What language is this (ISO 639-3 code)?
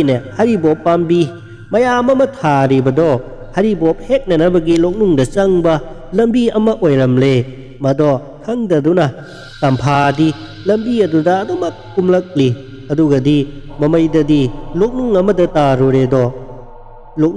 mni